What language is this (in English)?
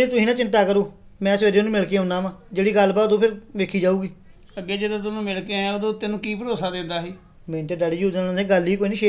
Punjabi